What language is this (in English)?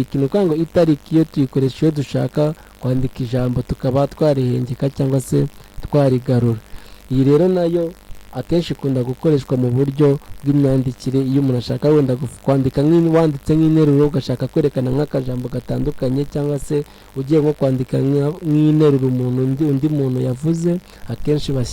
Kinyarwanda